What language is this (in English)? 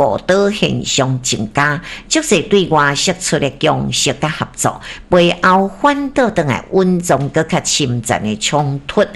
Min Nan Chinese